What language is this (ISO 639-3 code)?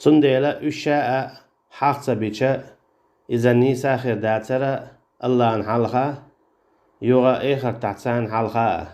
che